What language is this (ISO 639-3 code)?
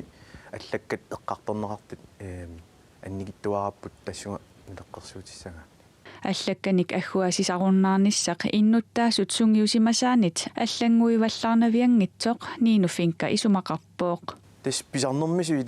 kal